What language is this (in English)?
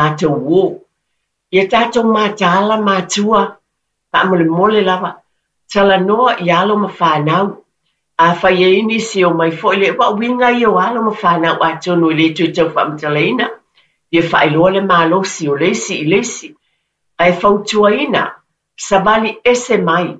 Samoan